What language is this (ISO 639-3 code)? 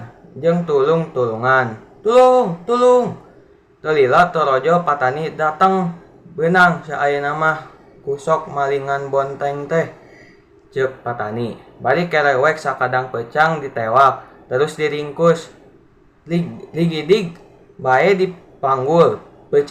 sun